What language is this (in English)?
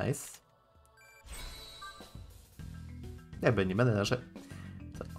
Polish